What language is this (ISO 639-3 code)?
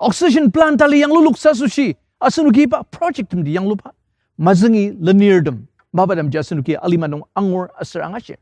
njo